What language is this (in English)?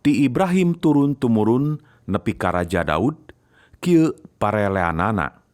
Sundanese